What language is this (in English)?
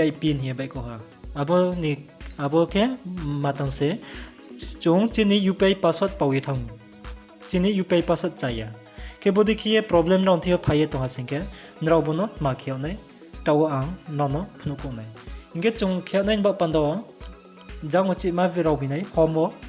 Riang (India)